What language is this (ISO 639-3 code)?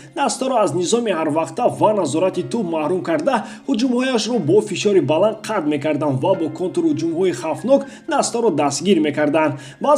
tgk